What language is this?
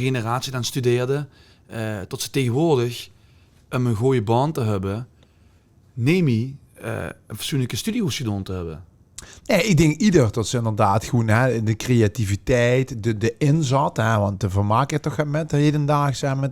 Limburgish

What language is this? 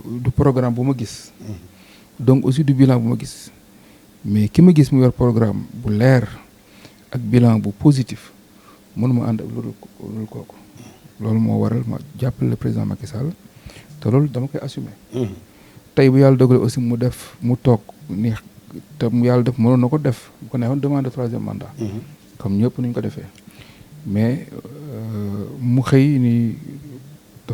Wolof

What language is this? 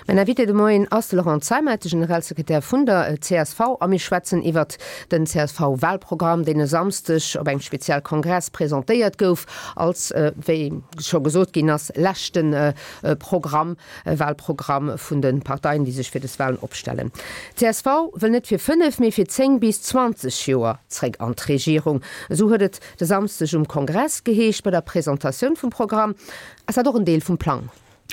Luxembourgish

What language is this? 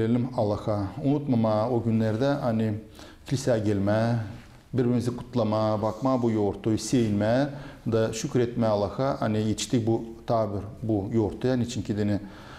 Gagauz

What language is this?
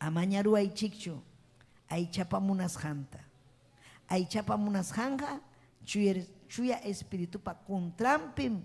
Ayacucho Quechua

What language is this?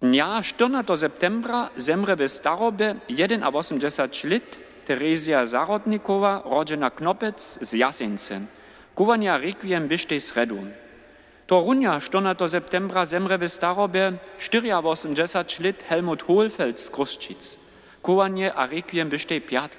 Upper Sorbian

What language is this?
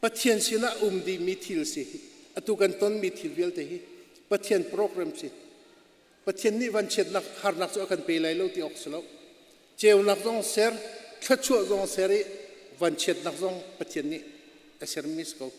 Hakha Chin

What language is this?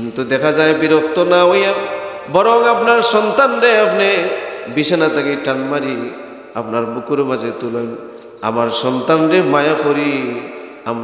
Sylheti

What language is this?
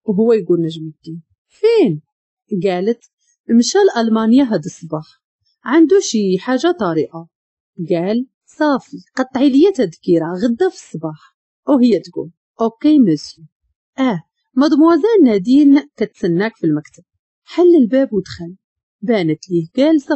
Moroccan Arabic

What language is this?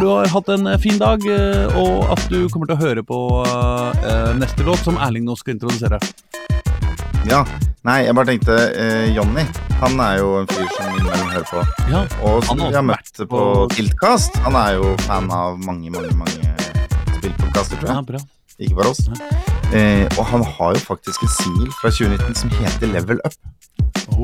Norwegian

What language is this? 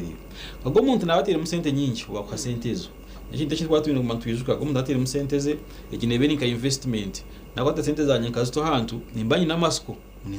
Nyankole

